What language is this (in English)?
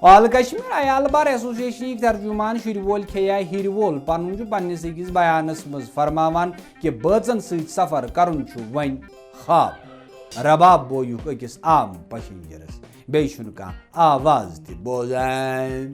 Kashmiri